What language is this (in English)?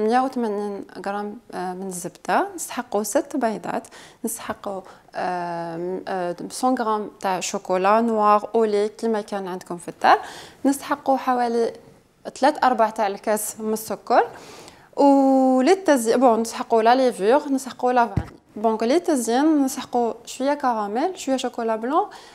Algerian Arabic